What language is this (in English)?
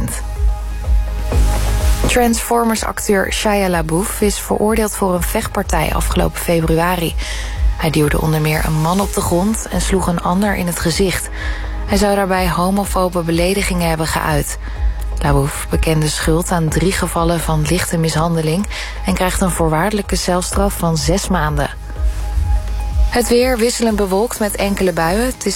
Dutch